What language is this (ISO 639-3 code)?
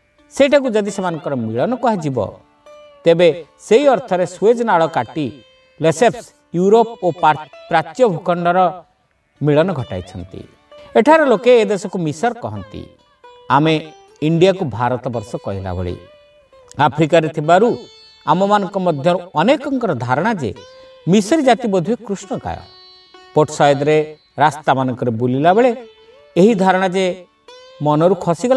ori